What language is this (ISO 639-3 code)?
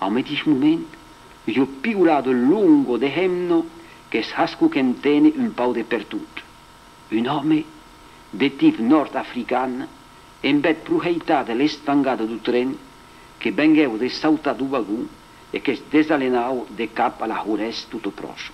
oci